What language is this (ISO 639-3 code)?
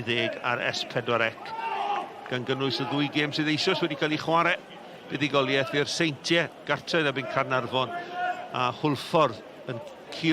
cym